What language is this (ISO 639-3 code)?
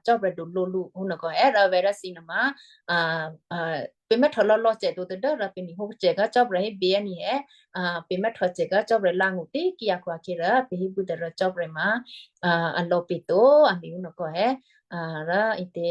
kyu